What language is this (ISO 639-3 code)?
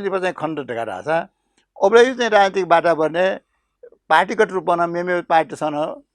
new